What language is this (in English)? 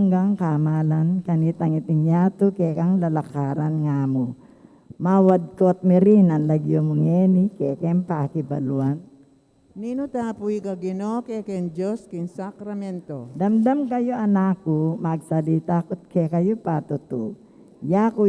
Pampanga